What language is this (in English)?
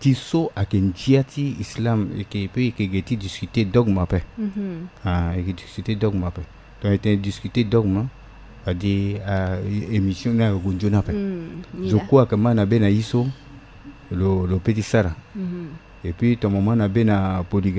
Sango